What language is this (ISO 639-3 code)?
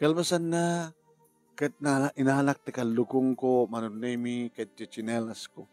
ilo